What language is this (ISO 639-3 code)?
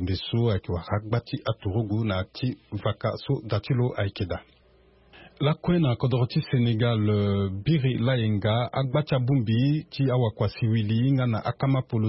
sag